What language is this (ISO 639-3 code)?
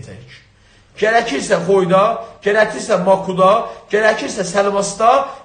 azb